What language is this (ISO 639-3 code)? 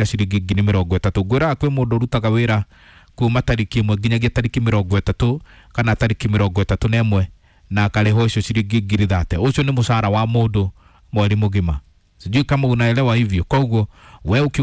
kik